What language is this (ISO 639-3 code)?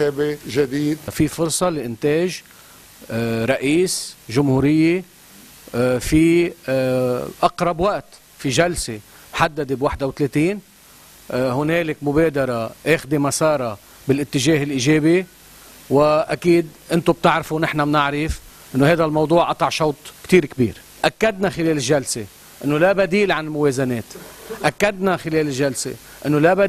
apc